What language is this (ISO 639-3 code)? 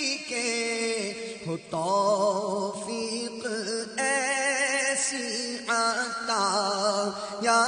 urd